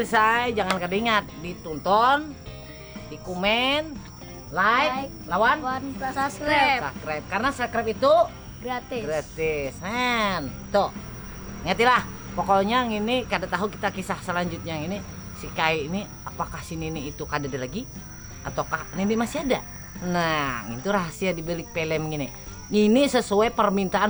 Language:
Banjar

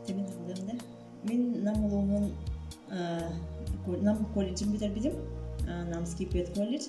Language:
Yakut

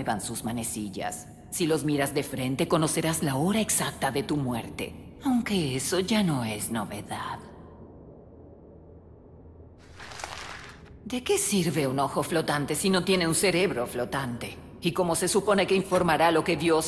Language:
Spanish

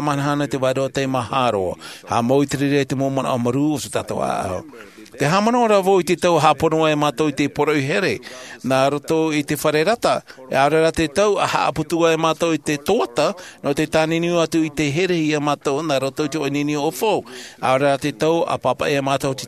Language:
Tahitian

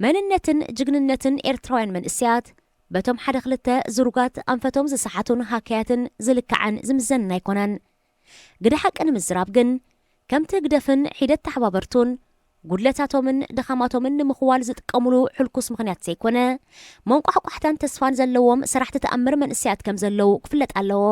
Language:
Tigrinya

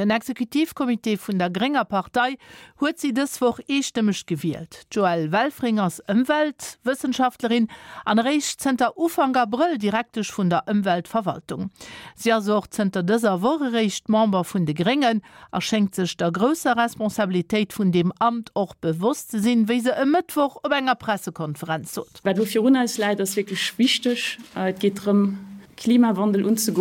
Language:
Luxembourgish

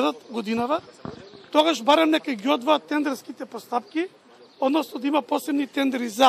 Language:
Macedonian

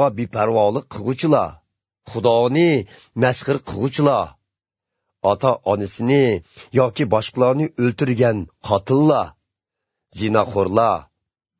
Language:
Uyghur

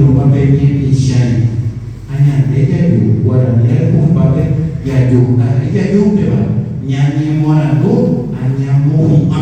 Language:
Guarani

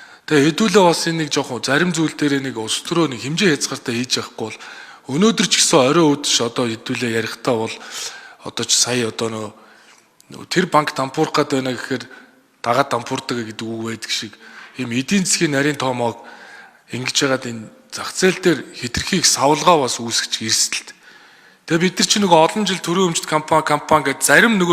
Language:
Mongolian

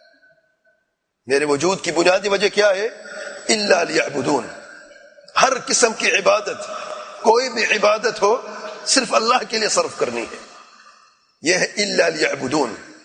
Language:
Urdu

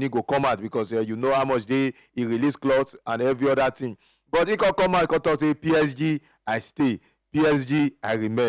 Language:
Nigerian Pidgin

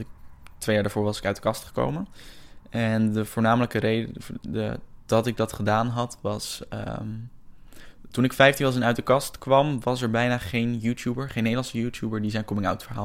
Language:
Dutch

